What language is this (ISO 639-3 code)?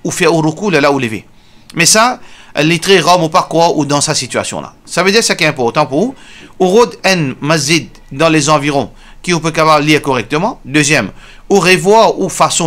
mfe